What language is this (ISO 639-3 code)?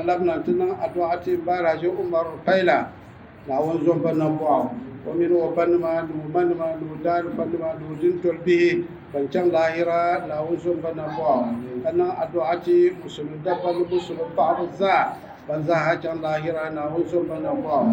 dag